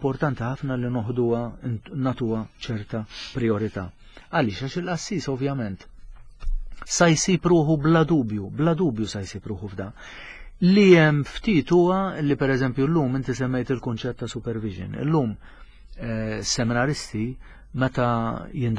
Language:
Maltese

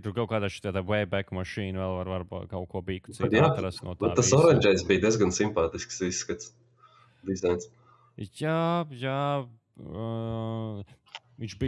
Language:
Latvian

